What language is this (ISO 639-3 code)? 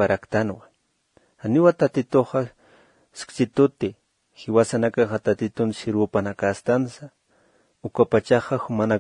aym